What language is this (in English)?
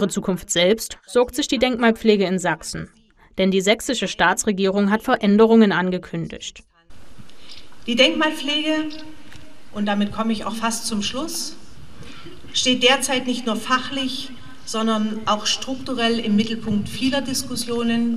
German